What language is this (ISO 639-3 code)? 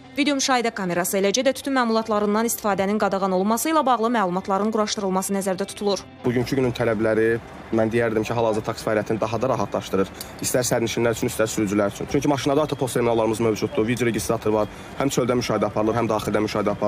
aze